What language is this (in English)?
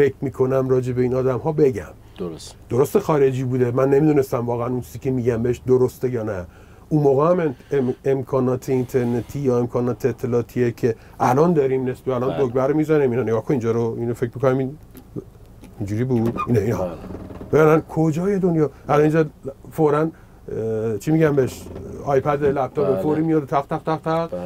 Persian